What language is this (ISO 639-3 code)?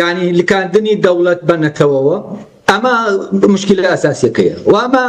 ckb